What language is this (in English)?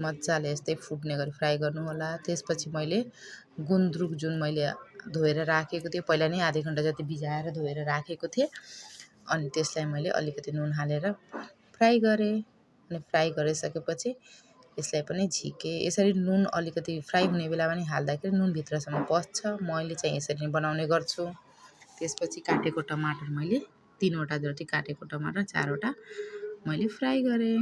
Nepali